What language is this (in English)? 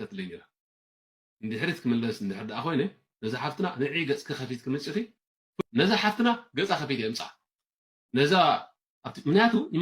Tigrinya